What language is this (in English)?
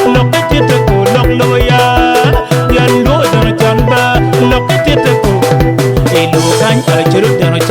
Acoli